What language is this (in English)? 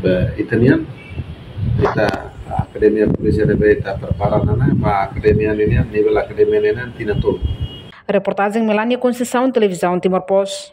Tetum